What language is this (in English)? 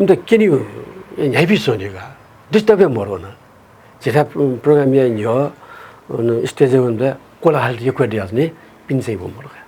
Newari